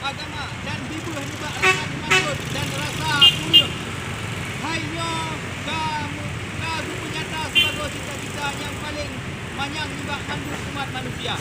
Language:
Achinese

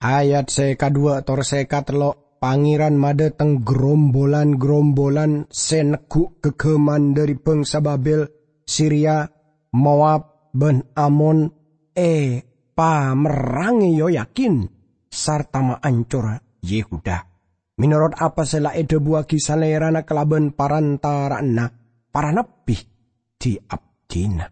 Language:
Madurese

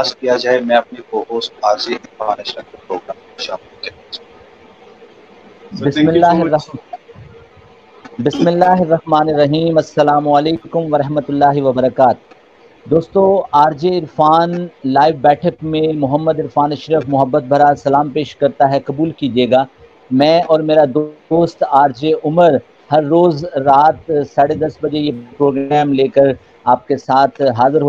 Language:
Urdu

